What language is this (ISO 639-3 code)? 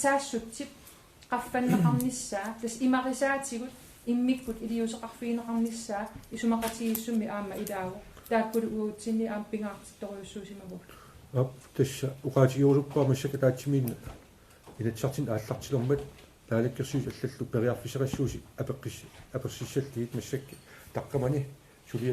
kal